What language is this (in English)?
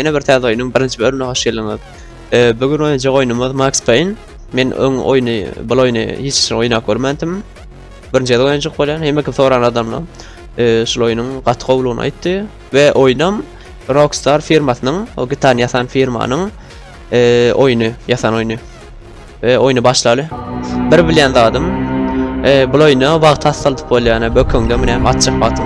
Turkmen